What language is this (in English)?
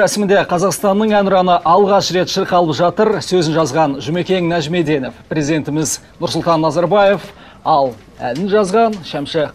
Kazakh